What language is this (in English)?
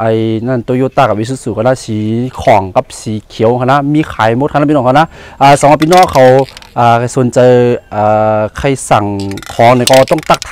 Shan